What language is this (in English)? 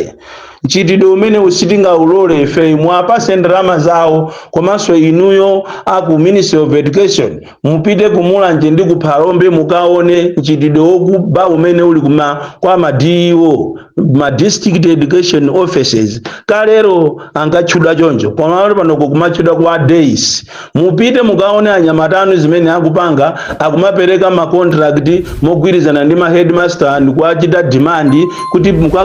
Nyanja